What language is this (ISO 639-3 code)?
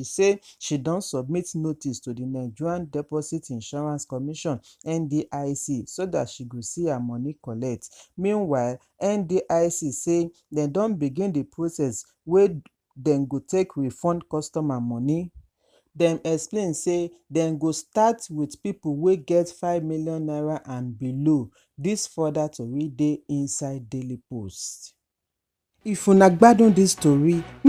pcm